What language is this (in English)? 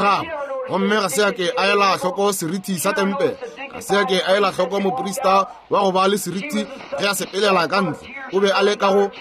Northern Sotho